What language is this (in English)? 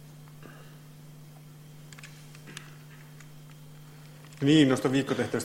Finnish